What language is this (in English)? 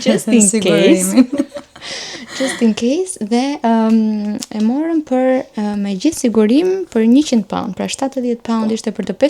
Albanian